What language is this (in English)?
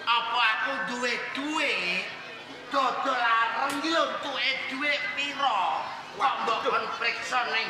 Javanese